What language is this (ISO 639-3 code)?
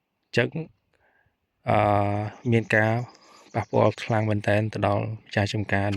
khm